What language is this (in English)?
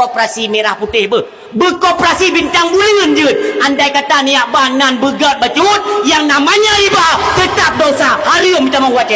Achinese